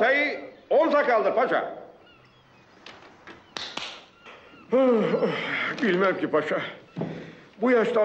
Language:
Turkish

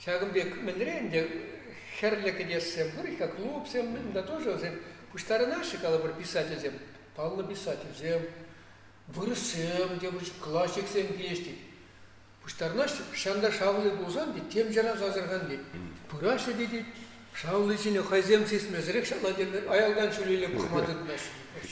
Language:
Chuvash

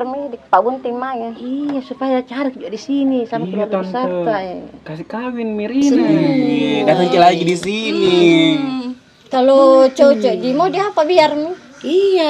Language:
Makassar Malay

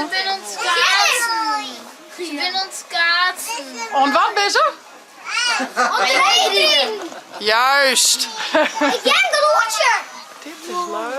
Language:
Western Frisian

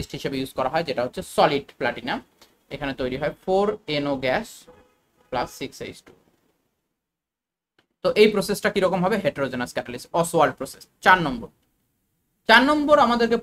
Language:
Bangla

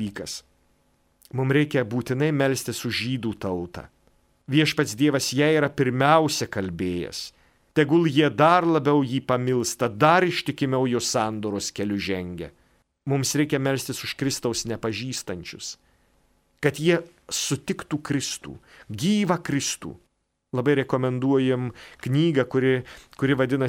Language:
Lithuanian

